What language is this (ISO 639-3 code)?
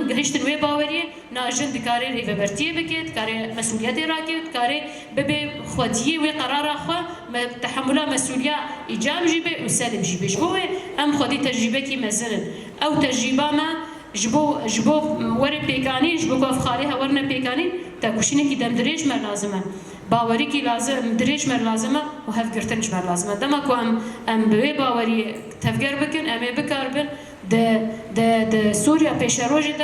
kur